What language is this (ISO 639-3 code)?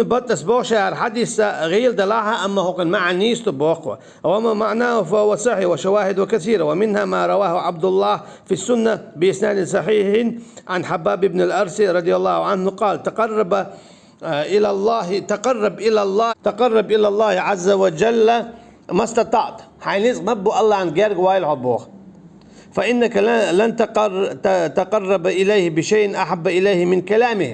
che